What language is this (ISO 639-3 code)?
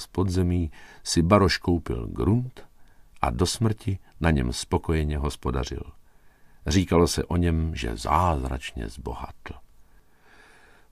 ces